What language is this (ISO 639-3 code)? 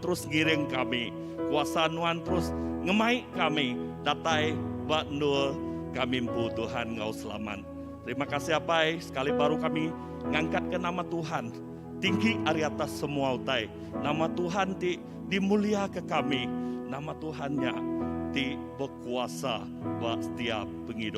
iba